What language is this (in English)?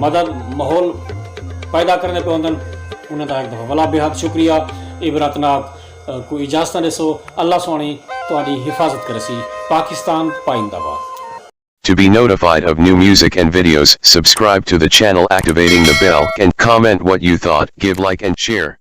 Saraiki